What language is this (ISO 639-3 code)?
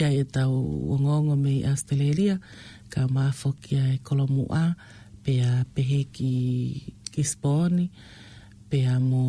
ton